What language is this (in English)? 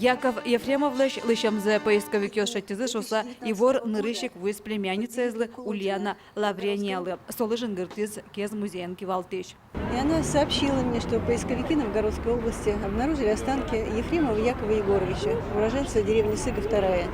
Udmurt